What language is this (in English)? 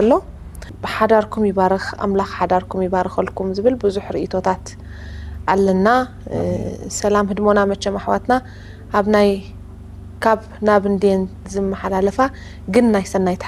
Tigrinya